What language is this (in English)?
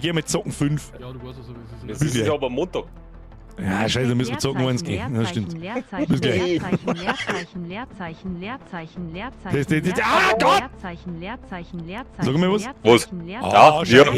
Bavarian